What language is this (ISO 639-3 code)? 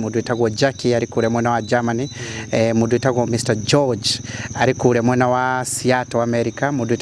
kik